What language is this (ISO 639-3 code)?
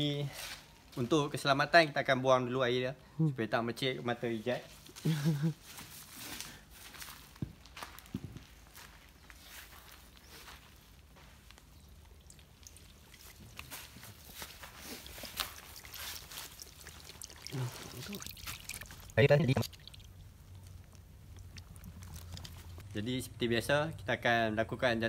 msa